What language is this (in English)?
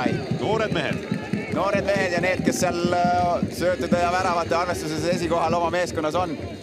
Estonian